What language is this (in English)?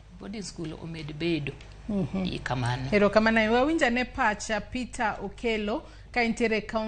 Luo (Kenya and Tanzania)